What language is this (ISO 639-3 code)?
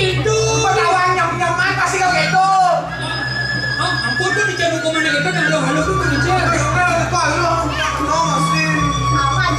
ban